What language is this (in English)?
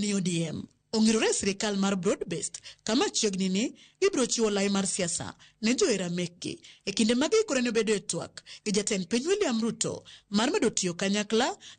Luo (Kenya and Tanzania)